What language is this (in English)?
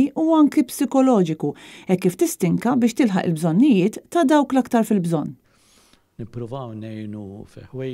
Maltese